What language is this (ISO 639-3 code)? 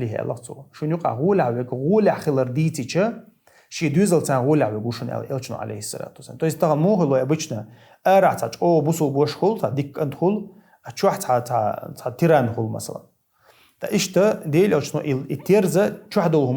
che